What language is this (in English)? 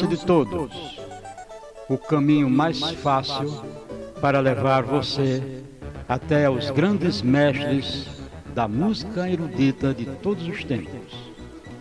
Portuguese